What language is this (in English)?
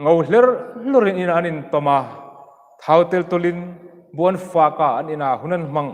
Hmar